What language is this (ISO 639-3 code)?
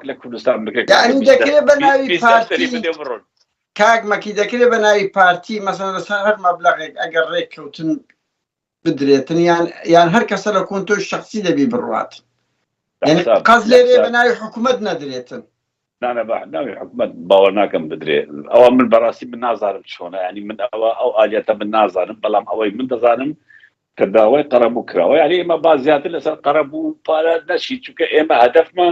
ckb